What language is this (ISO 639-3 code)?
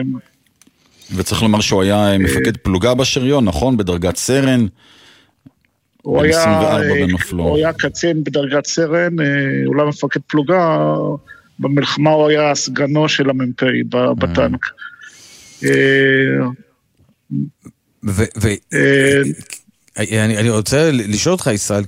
heb